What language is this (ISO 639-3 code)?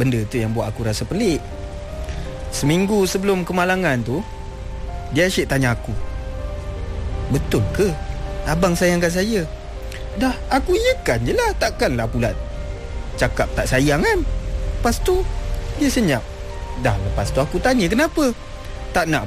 msa